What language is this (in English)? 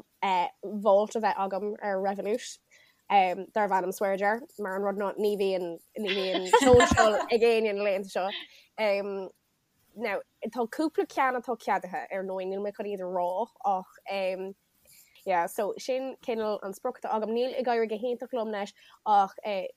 Irish